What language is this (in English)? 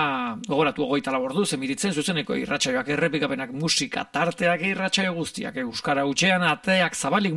Basque